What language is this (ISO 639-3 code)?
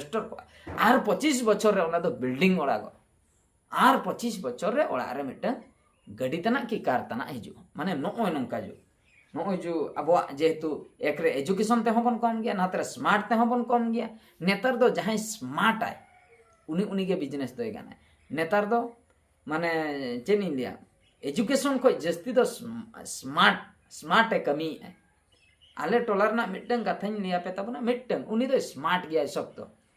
sat